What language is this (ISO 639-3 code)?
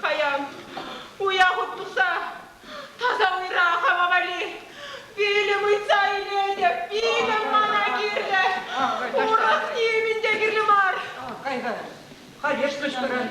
chv